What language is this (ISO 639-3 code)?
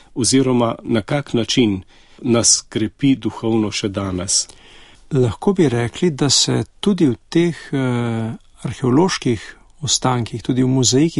slv